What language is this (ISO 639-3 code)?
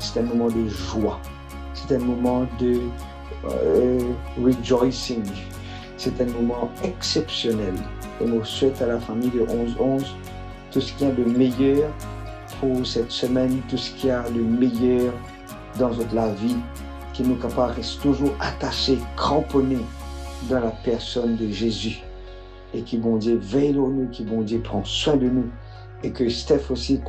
mfe